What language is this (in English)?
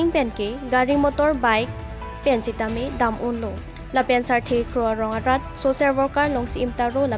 Karbi